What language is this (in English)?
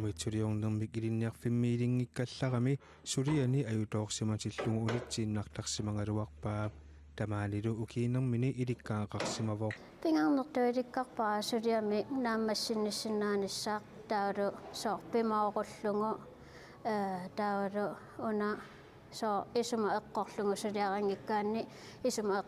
Kalaallisut